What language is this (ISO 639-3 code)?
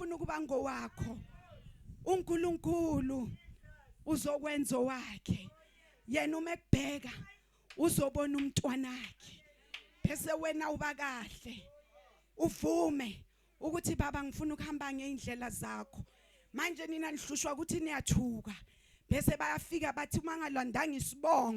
zul